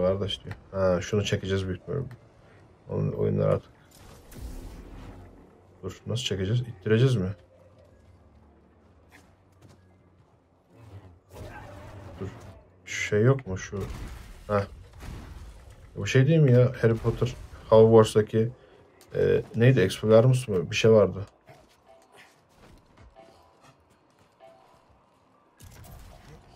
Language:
Turkish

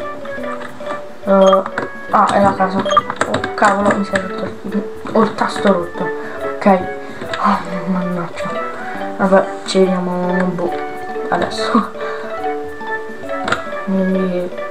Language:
Italian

